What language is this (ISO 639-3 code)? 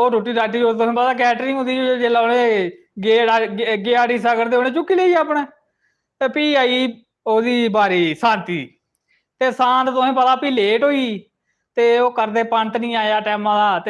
doi